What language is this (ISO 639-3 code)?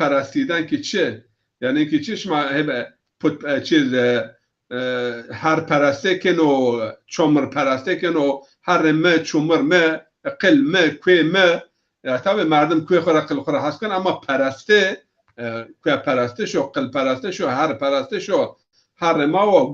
zza